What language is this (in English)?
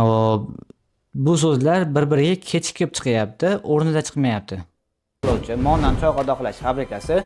Uzbek